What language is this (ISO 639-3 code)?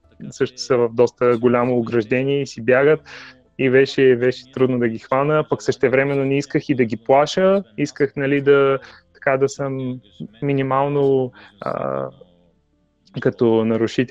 bul